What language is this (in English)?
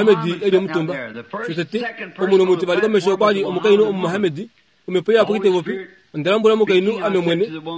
Kuanyama